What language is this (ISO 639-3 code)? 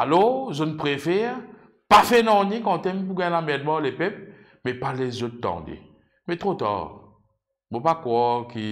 mfe